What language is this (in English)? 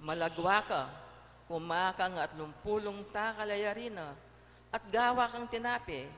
Pampanga